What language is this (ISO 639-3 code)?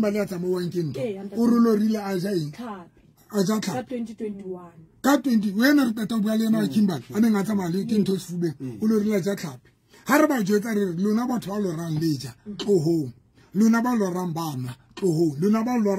sot